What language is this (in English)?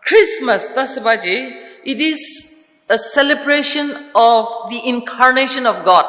Ao Naga